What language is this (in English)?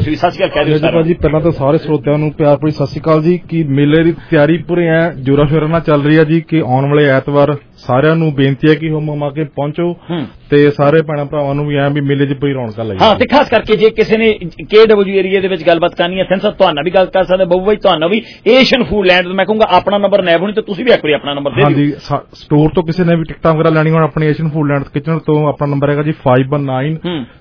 Punjabi